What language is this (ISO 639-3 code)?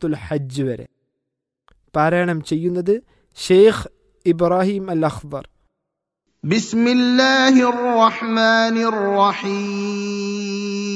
mal